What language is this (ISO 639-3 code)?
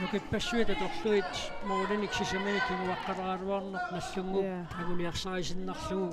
kal